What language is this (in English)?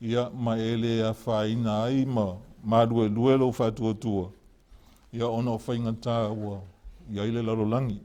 Samoan